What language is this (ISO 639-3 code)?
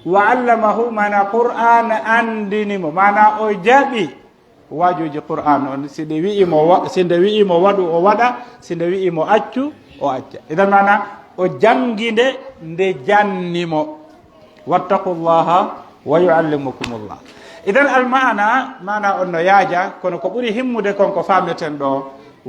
fuf